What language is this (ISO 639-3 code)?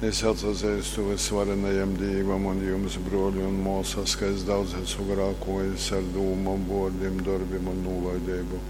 ltg